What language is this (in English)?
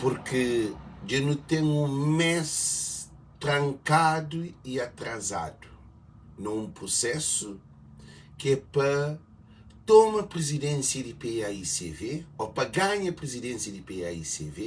Kabuverdianu